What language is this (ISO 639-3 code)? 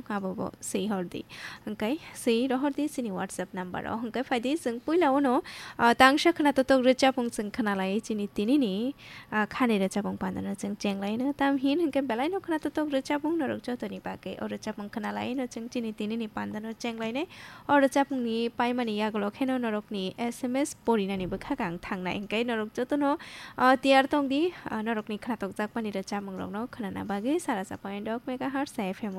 trp